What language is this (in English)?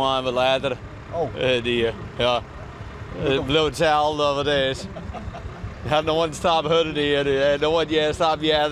Western Frisian